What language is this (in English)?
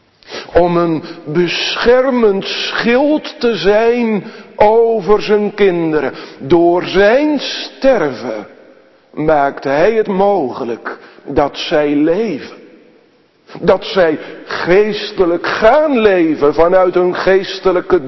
Dutch